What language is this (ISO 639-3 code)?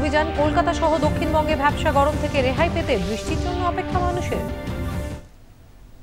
ben